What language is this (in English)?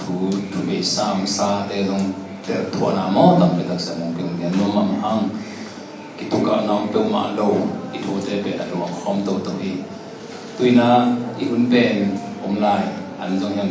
Tedim Chin